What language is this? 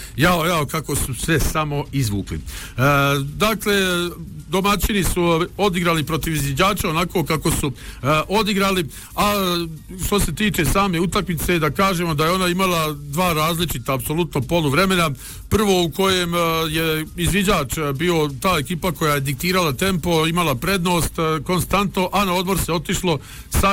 Bosnian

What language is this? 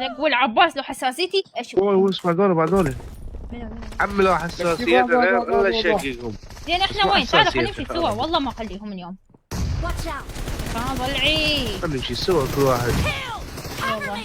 Mesopotamian Arabic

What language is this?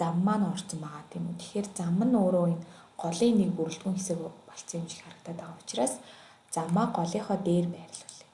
Mongolian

